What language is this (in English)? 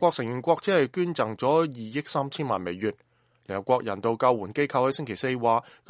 Cantonese